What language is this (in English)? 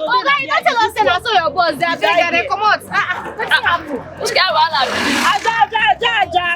Nigerian Pidgin